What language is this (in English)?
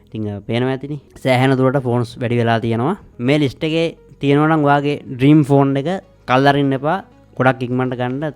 Sinhala